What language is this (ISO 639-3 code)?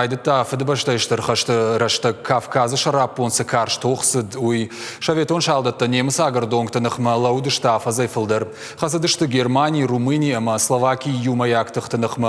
oss